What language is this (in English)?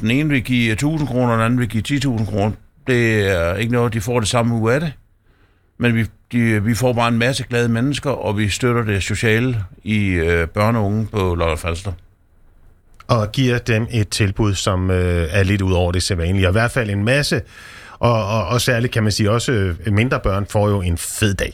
Danish